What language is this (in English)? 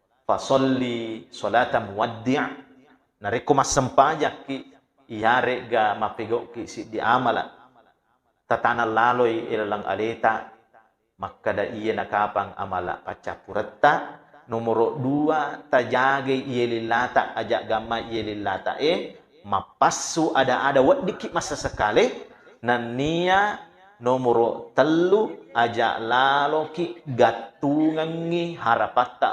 Buginese